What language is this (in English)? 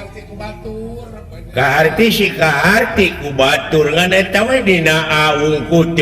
Sundanese